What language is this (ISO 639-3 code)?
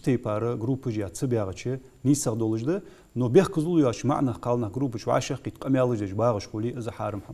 inh